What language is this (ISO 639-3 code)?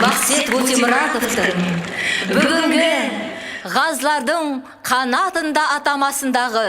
kaa